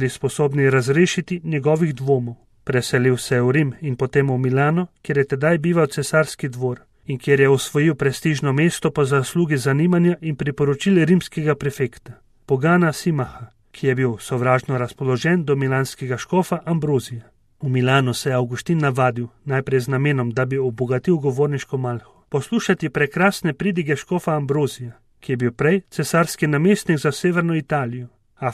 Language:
Slovenian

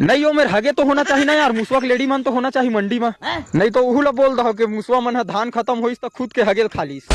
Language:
Chhattisgarhi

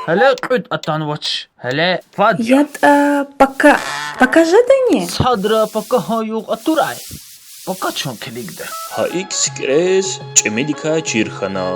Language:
Lezghian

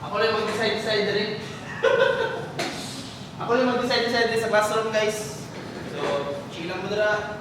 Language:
Cebuano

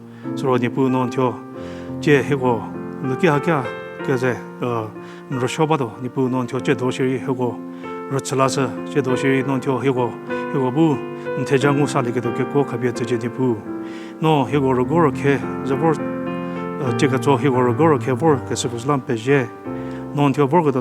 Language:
Angami Naga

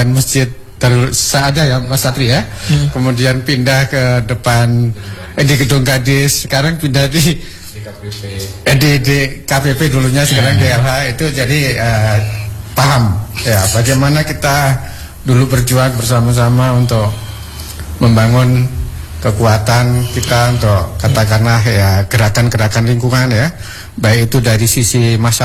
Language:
Indonesian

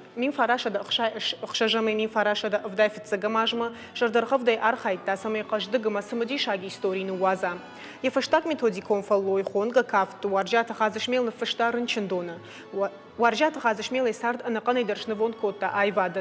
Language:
Ossetic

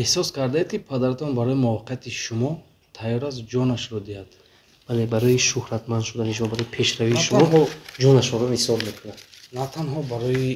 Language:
Tajik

